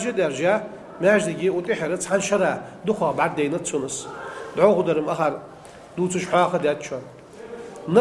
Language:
Ingush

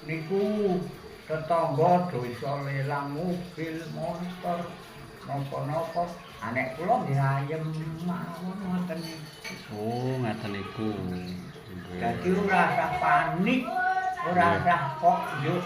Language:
Javanese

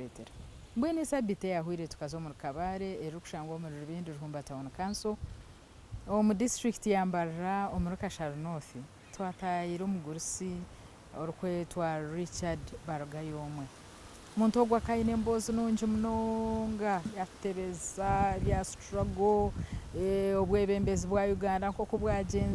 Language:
Nyankole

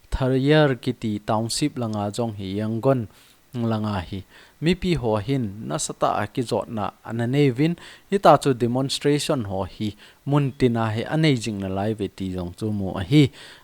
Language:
Thado Chin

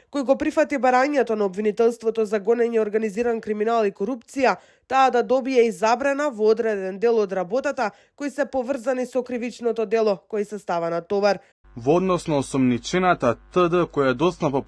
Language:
Macedonian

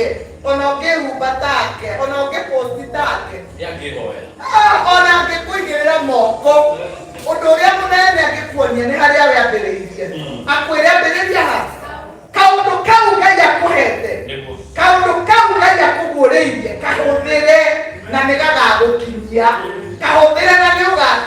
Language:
Kikuyu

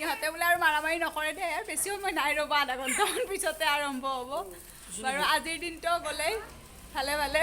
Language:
Assamese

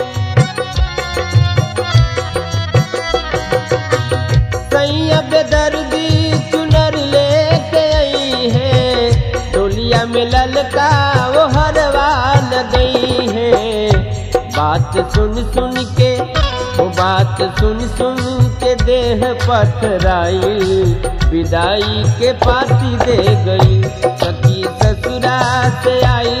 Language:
Bhojpuri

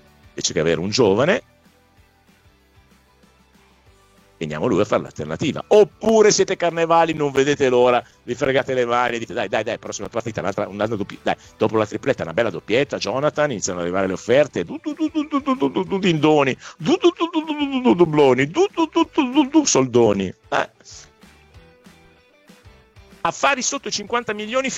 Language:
Italian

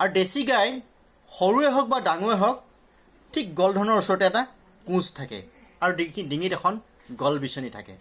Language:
Assamese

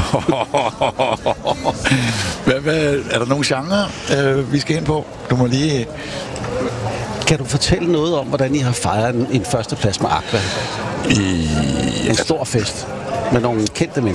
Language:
Danish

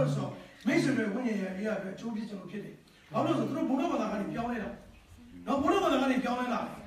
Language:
Burmese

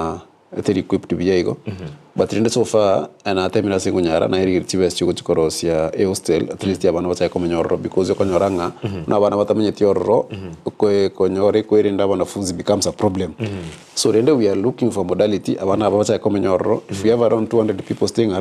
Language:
Gusii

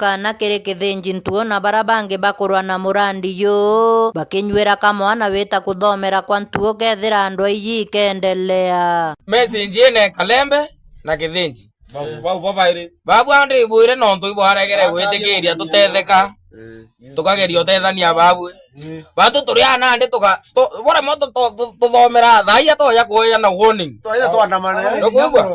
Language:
Meru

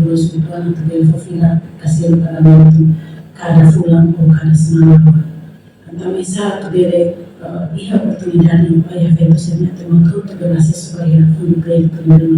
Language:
Tetum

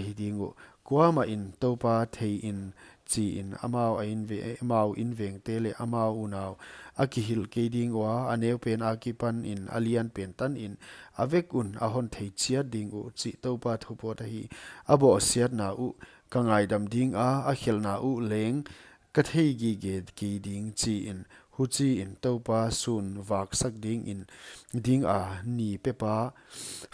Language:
Paite Chin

